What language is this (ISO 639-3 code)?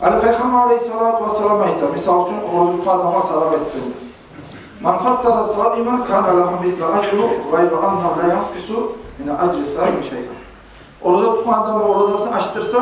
kum